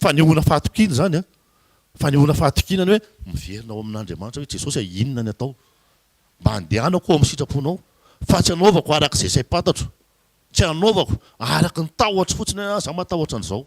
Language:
Malagasy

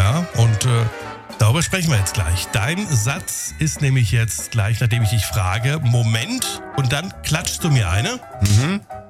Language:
German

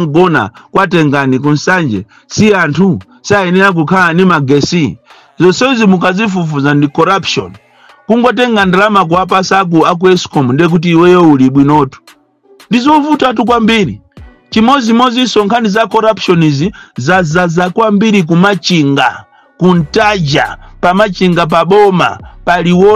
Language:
Nyanja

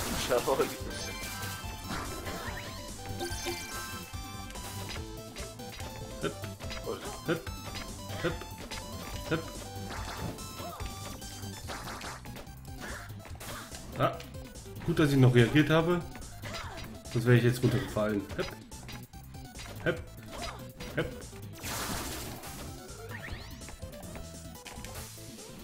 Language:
German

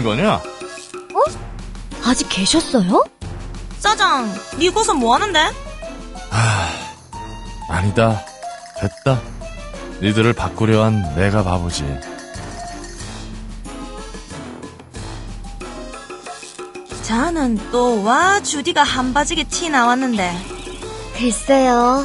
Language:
Korean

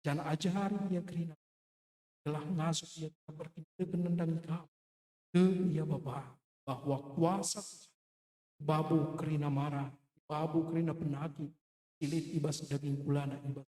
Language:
Batak Karo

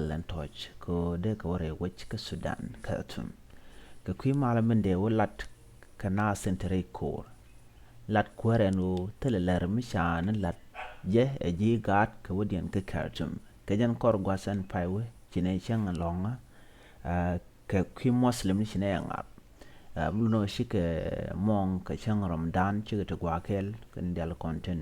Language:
Nuer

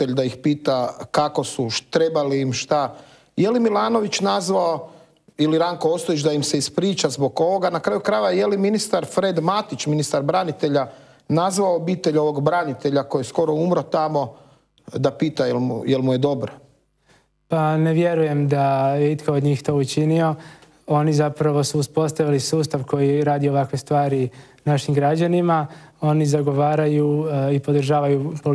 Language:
Croatian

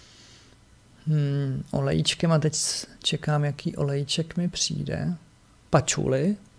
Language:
Czech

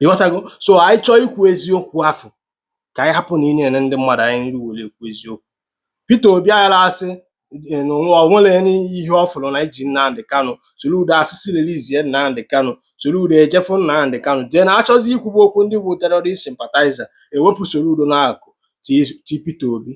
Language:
Igbo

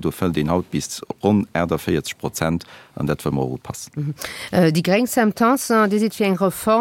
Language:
Luxembourgish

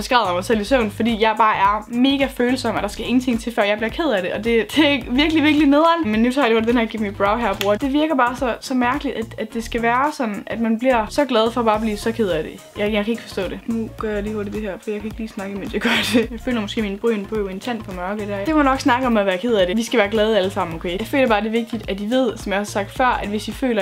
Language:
Danish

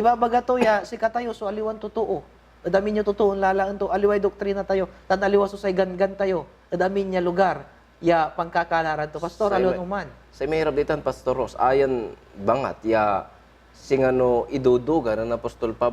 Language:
Pangasinan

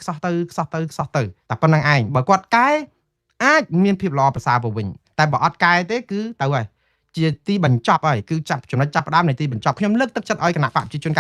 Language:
Khmer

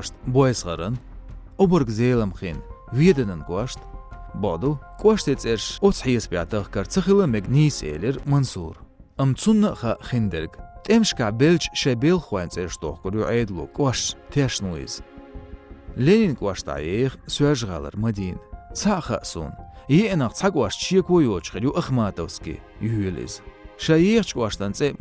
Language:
Chechen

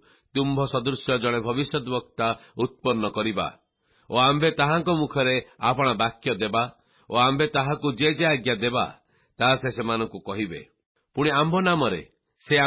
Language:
Odia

